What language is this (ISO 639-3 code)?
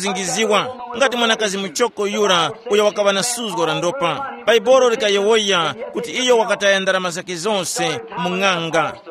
tum